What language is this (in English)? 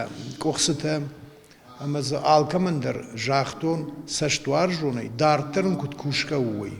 Ossetic